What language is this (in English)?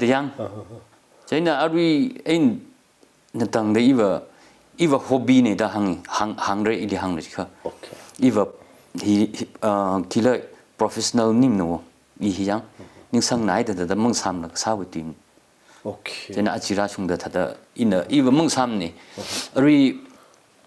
Tangkhul Naga (India)